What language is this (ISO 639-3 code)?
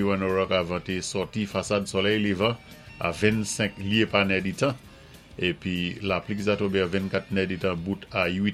acf